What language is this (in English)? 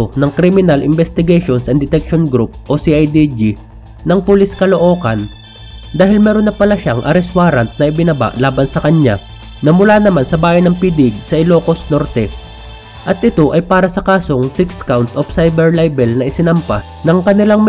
Filipino